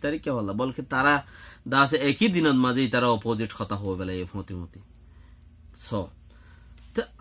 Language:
Rohingya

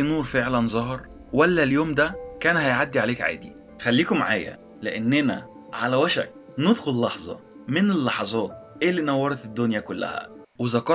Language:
Egyptian Arabic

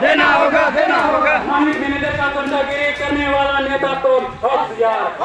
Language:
Sadri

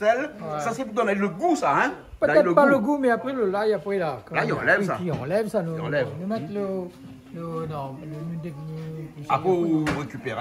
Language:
Réunion Creole French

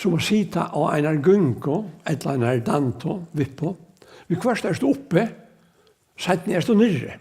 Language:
Faroese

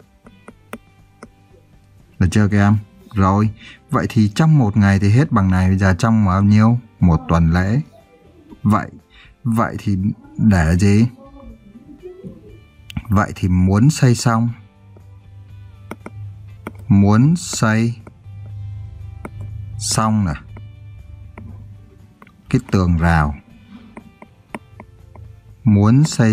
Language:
Vietnamese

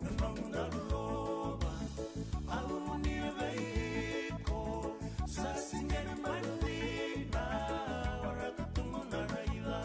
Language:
Fijian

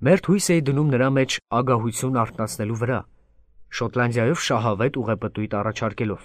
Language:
Armenian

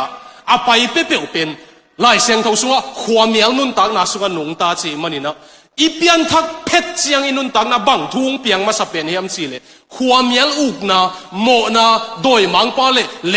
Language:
Tedim Chin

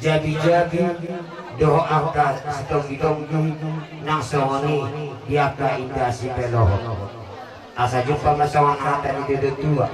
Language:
Batak Toba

